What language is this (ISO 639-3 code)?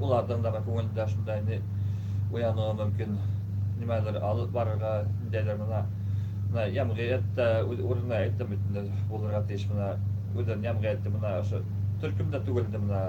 bak